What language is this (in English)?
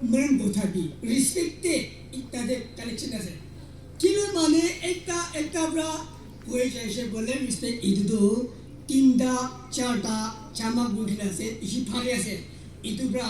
Naga Pidgin